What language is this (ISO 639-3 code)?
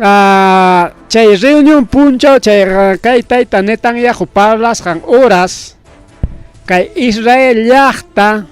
quy